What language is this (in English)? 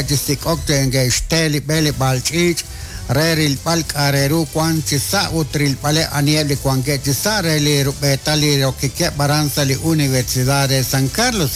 Kekchí